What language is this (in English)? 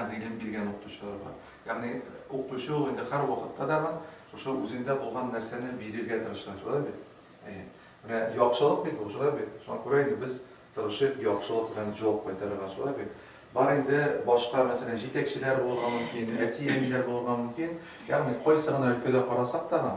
Tatar